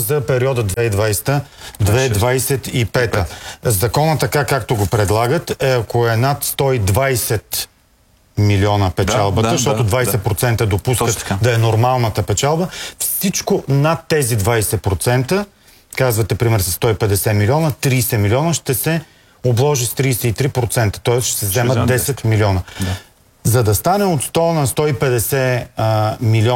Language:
Bulgarian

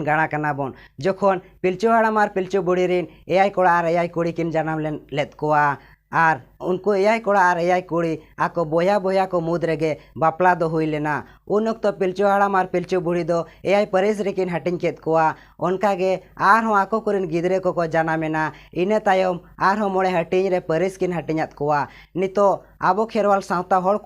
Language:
Santali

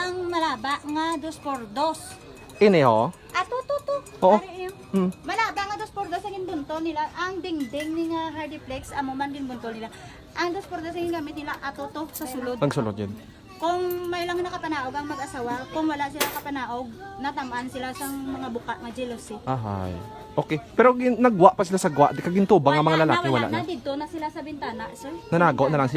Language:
Hiligaynon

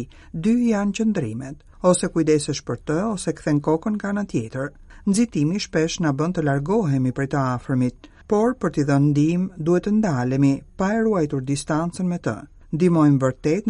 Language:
Albanian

